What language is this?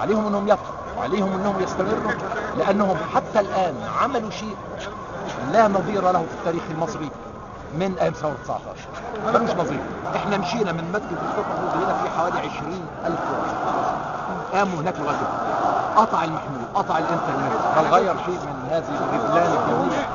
Egyptian Arabic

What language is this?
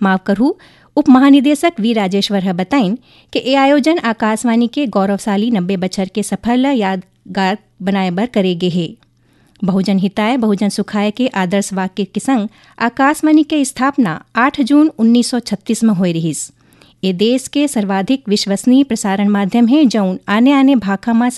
Chhattisgarhi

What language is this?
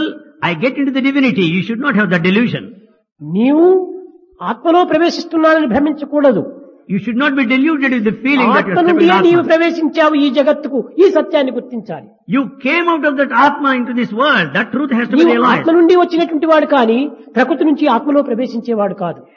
Telugu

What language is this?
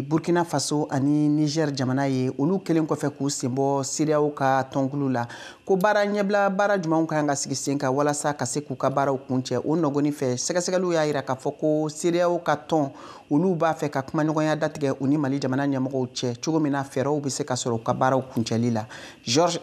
Bambara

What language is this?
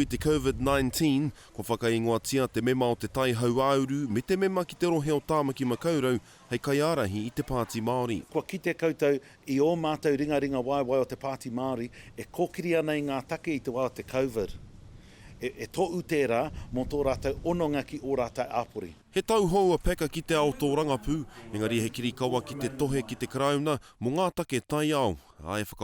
Māori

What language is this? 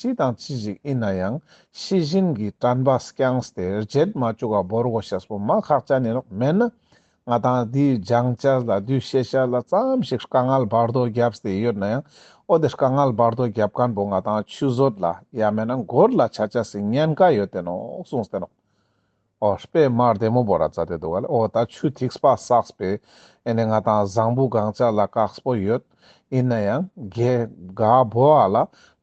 Ladakhi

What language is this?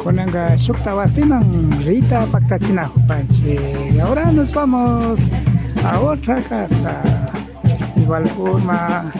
Imbabura Highland Quichua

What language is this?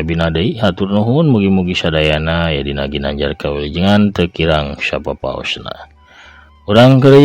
Sundanese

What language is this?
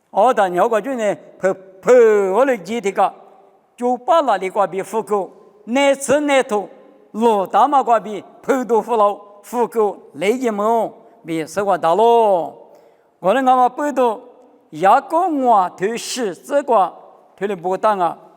Lisu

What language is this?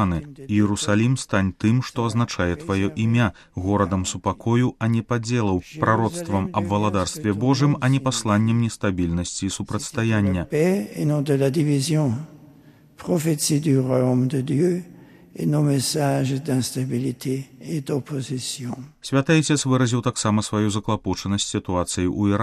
Belarusian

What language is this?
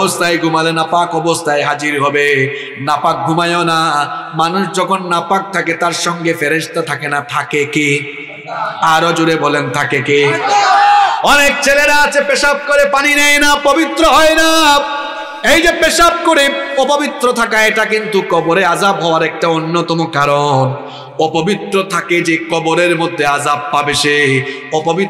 Bangla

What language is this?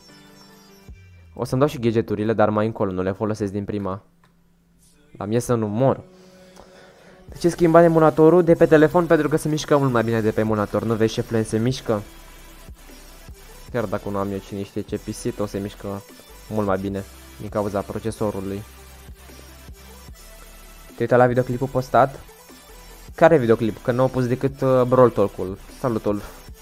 Romanian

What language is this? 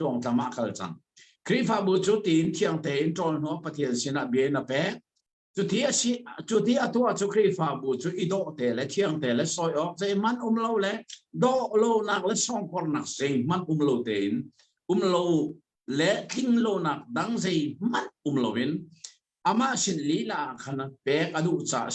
Hakha Chin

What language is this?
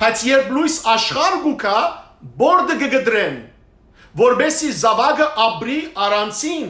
Western Armenian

